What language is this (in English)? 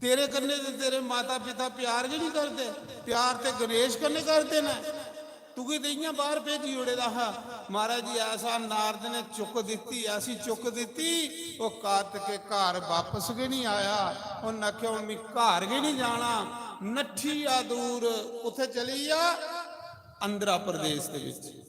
Dogri